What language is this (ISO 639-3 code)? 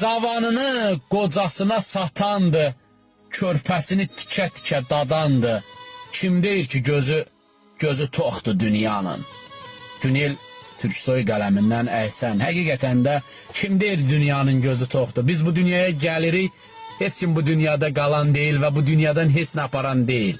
aze